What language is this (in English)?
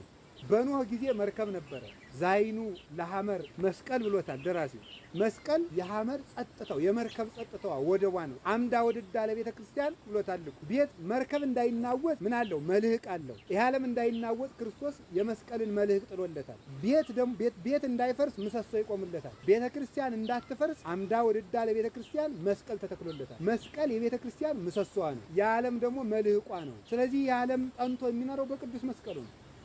Amharic